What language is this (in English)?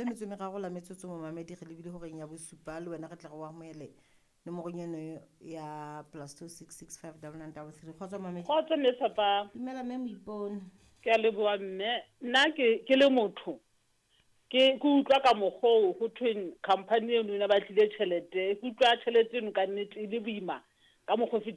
Southern Sotho